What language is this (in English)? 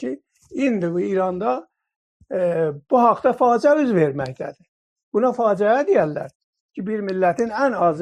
South Azerbaijani